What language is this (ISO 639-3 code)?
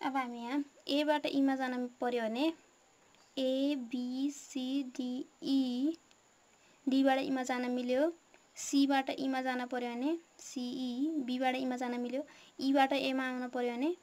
nep